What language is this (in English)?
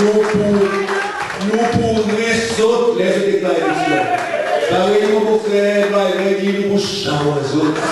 Seselwa Creole French